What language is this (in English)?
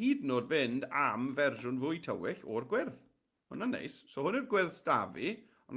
Welsh